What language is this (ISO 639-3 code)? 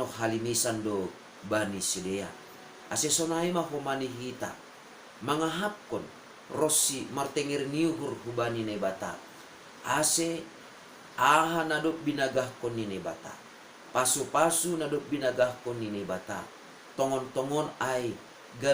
bts